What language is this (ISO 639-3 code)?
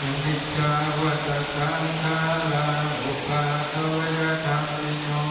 pli